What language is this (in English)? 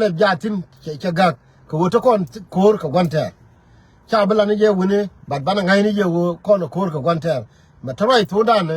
Nuer